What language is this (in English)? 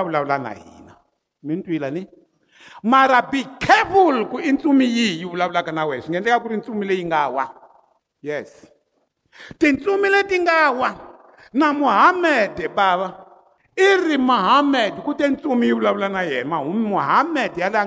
Tsonga